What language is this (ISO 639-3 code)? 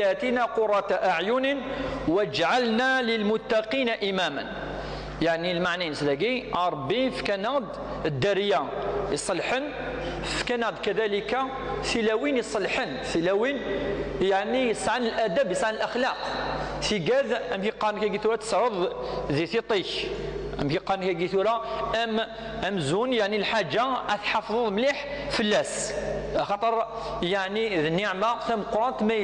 kab